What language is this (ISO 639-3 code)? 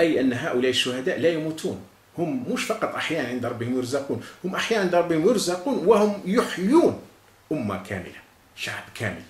arq